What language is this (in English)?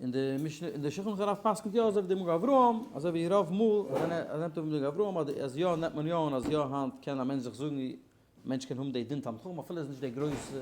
Yiddish